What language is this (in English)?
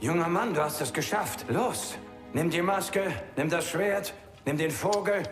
Bavarian